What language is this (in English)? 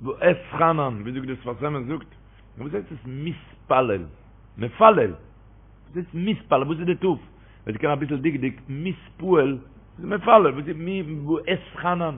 Yiddish